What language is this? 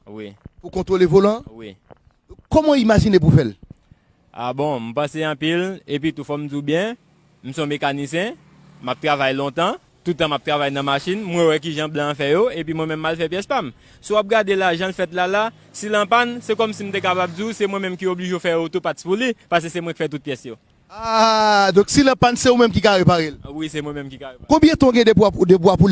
Haitian Creole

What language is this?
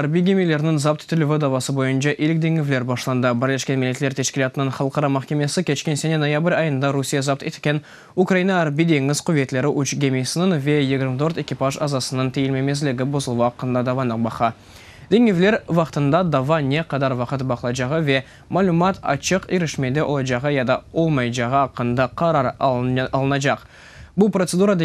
Crimean Tatar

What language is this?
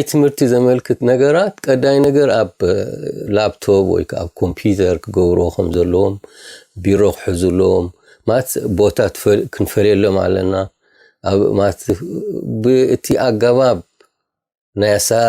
Tigrinya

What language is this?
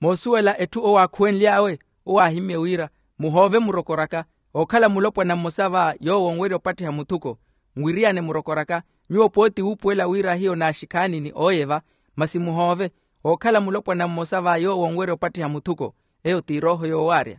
Makhuwa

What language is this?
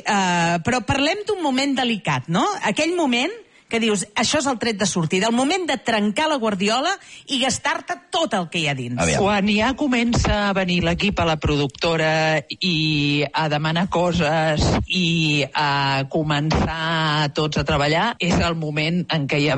Catalan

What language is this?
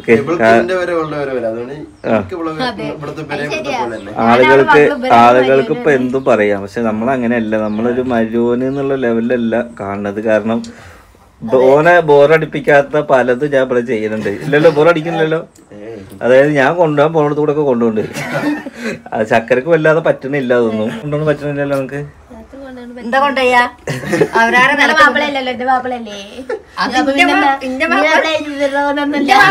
Malayalam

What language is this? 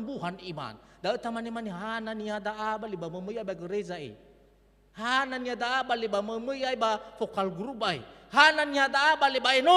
Nias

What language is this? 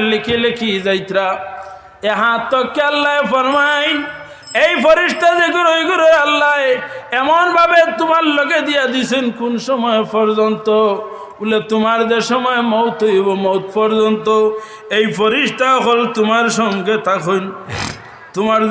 Sylheti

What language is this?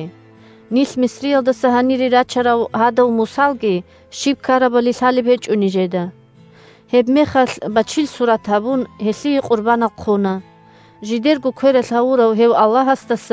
Avaric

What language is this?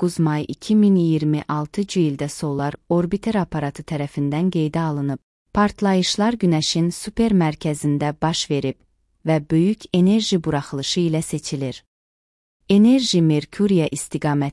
Azerbaijani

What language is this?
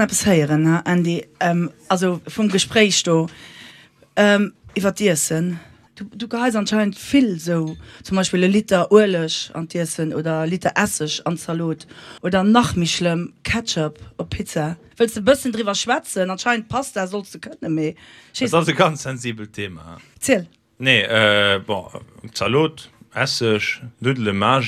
Luxembourgish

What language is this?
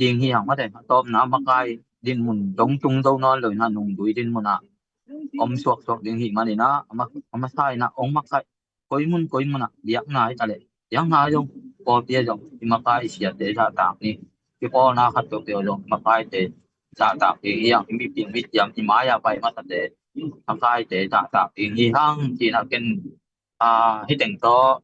Tedim Chin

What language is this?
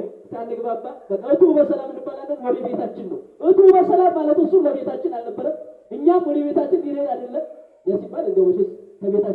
Amharic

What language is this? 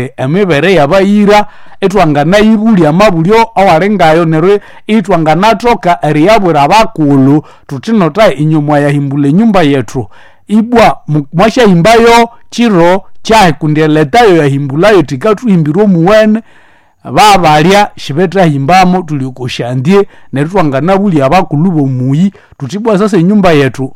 Nande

